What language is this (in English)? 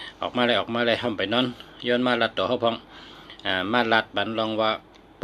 Shan